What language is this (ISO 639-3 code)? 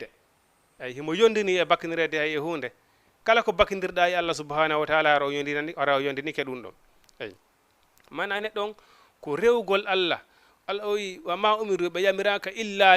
ful